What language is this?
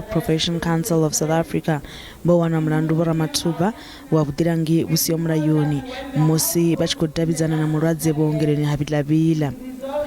Venda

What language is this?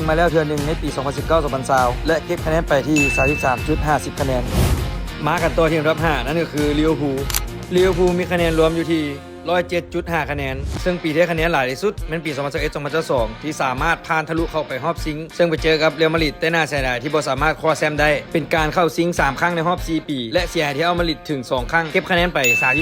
Lao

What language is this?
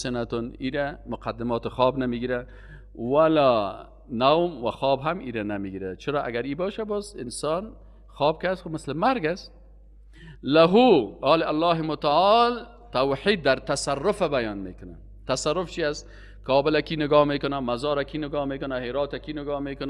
Persian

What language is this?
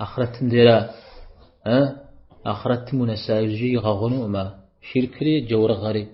Kabardian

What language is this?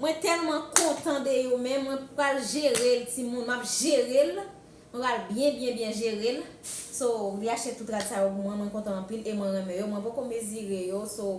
Haitian Creole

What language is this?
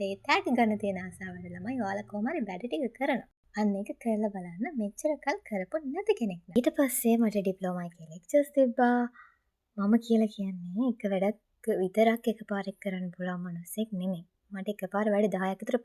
Sinhala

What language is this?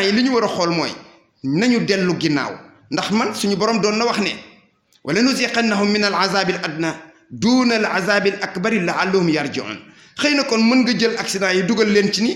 Wolof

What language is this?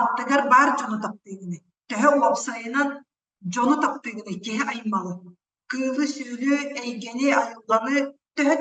Yakut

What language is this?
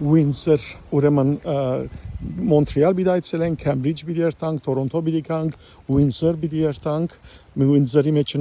Western Armenian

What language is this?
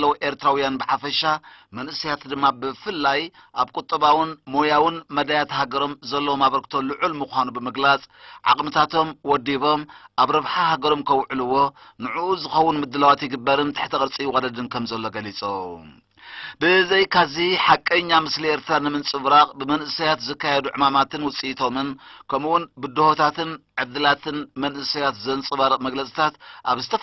Tigrinya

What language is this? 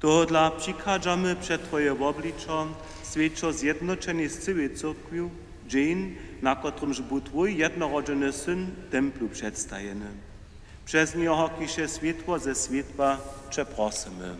Upper Sorbian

